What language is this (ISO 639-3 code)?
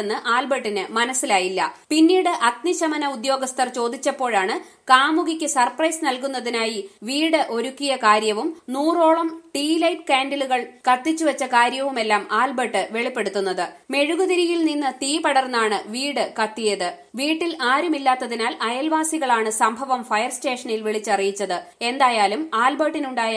mal